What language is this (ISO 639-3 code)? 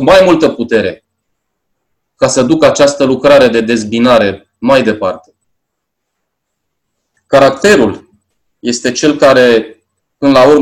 ron